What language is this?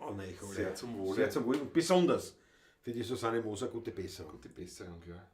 Bavarian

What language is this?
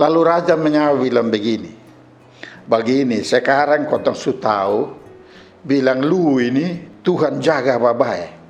Kupang Malay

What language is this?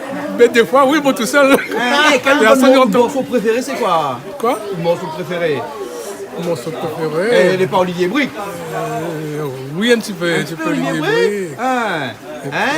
Réunion Creole French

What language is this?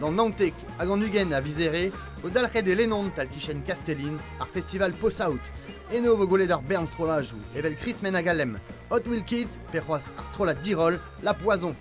Breton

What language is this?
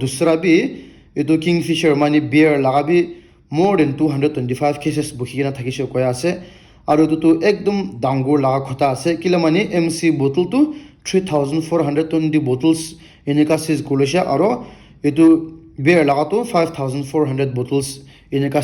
Naga Pidgin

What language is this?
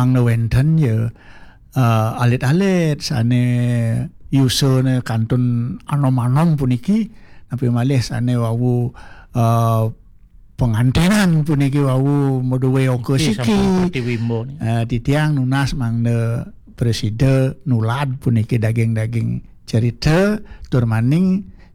Balinese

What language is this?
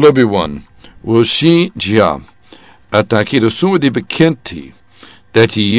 Sranan Tongo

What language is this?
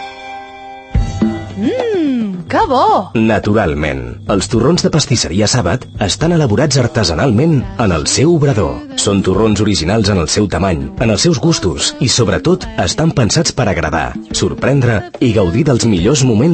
Catalan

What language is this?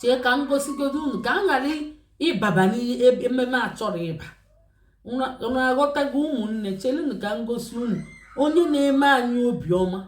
Igbo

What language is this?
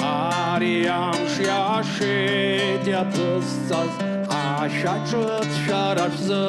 Abkhazian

